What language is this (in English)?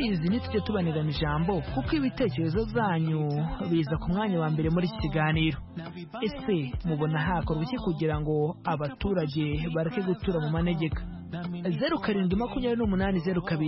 Kinyarwanda